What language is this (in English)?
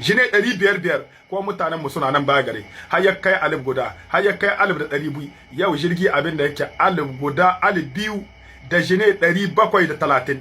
Hausa